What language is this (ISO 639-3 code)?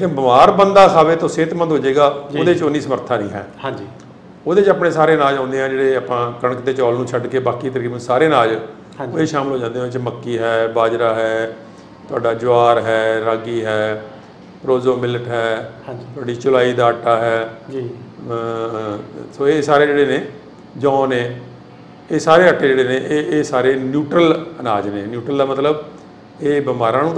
pan